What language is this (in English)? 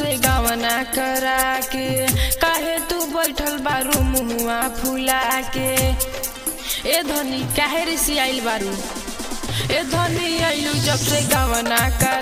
Bhojpuri